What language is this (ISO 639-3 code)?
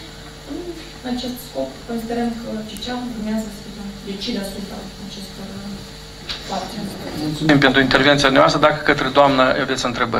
ron